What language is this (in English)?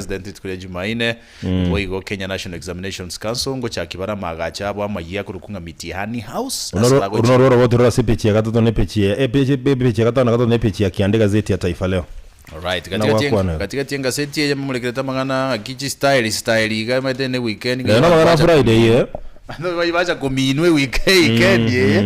Gusii